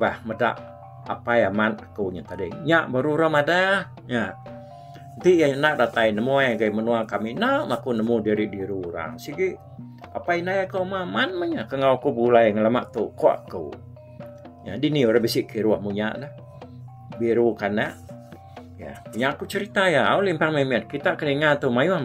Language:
Iban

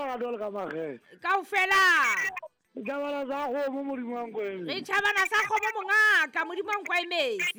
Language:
Southern Sotho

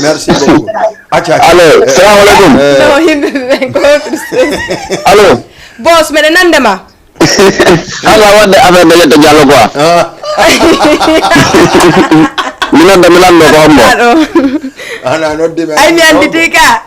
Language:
Fula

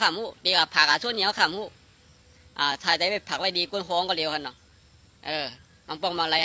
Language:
Shan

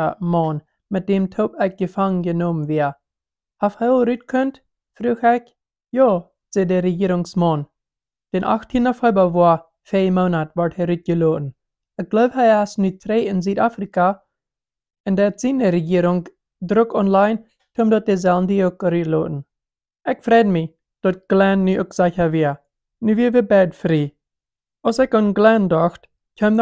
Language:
Plautdietsch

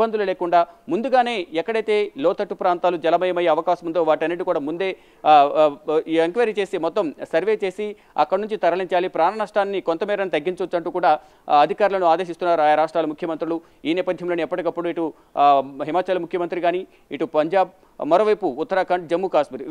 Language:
Telugu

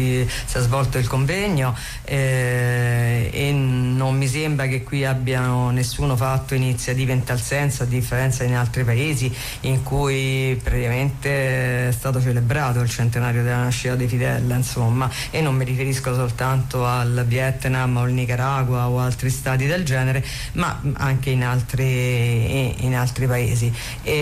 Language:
Italian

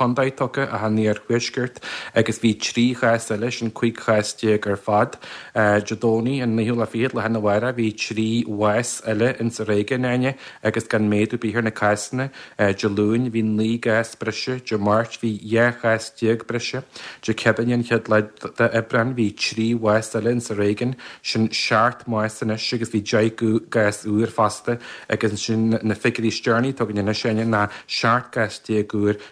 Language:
Irish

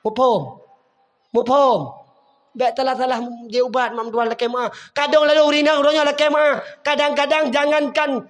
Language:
Achinese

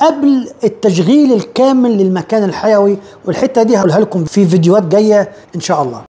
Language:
Egyptian Arabic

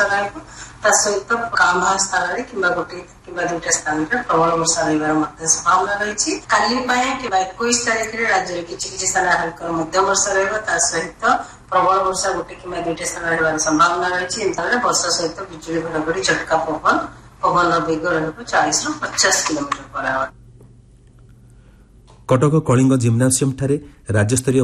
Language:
Odia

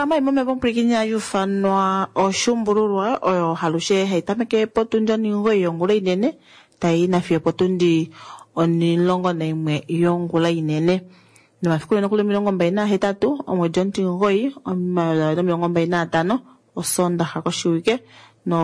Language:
Kuanyama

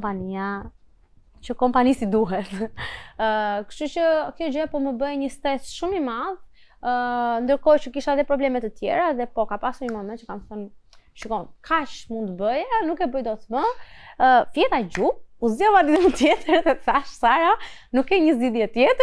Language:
Albanian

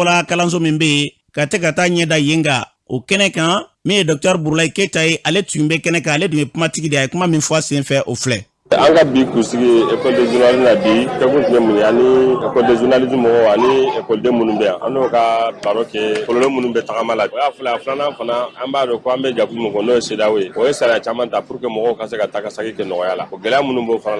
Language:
Bambara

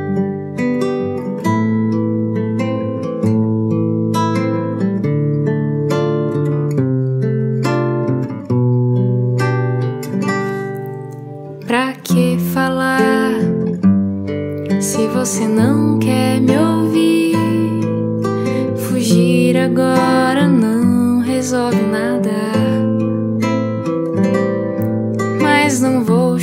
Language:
Portuguese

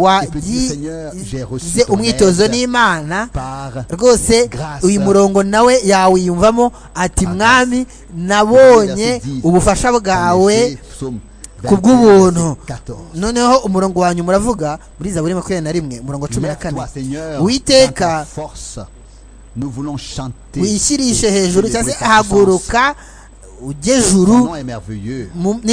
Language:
Kinyarwanda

